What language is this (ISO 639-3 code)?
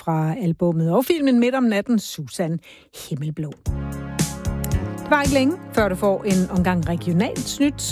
dan